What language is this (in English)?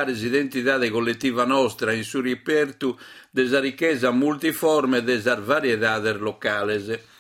Sardinian